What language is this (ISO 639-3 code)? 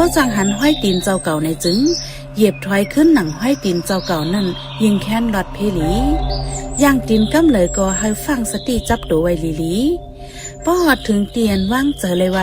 shn